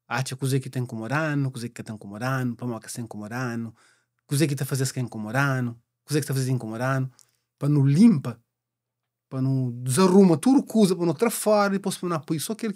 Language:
Kabuverdianu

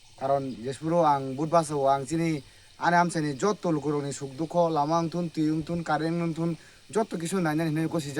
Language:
Kok Borok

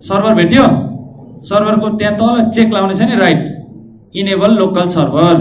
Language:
Nepali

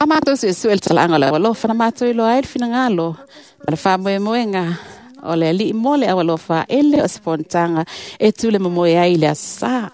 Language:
Samoan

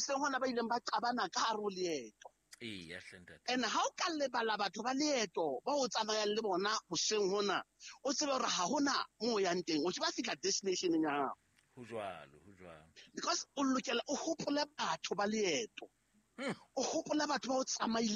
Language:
Southern Sotho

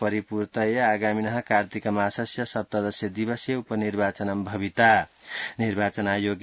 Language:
Sanskrit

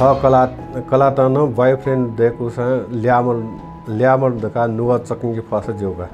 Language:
Newari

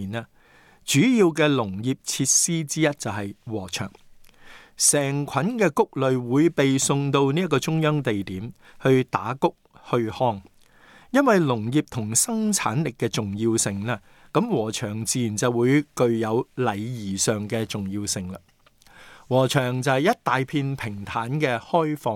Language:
Cantonese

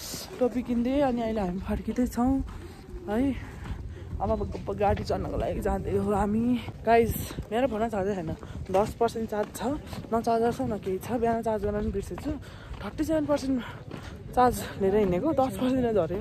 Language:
Nepali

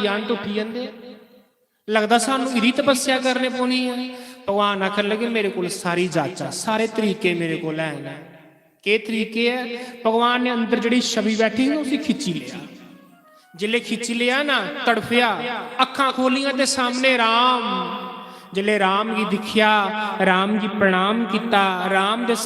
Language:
Dogri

